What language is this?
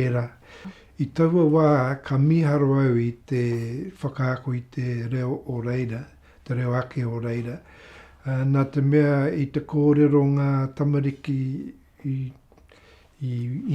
Māori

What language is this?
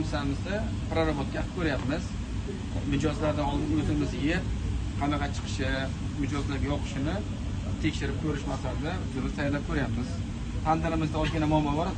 Uzbek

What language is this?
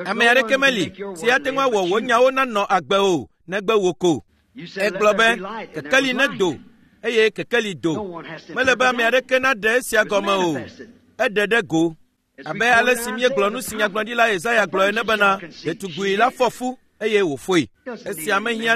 Ewe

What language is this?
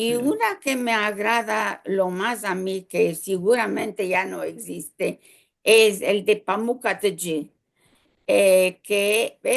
Ladino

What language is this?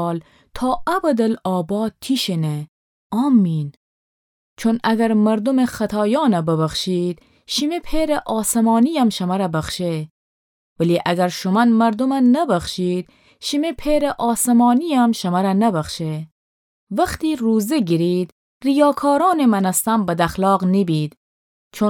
Gilaki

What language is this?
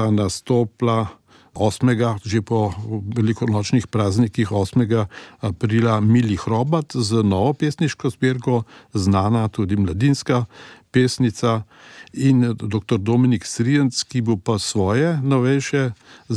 Slovenian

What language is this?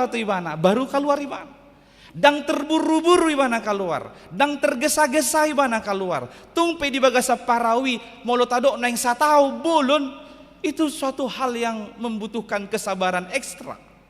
Batak Toba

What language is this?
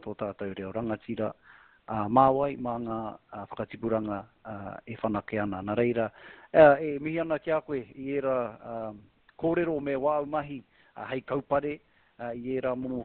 Māori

